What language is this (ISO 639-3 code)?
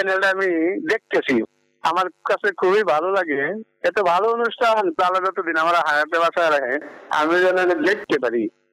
ben